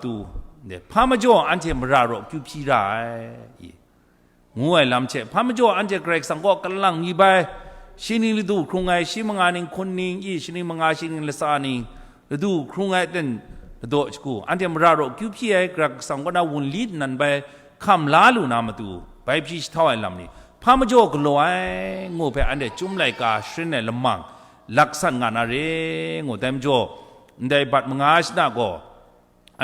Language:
Kachin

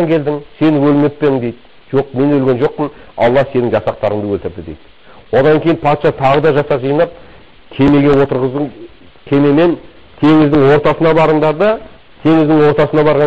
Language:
Kazakh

